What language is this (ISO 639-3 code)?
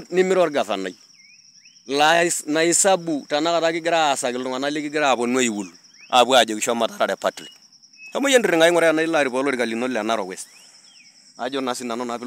mas